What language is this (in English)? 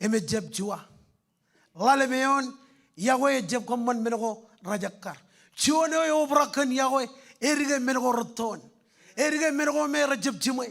Marshallese